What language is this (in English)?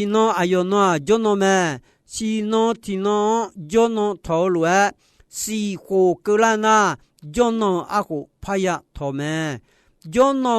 Akha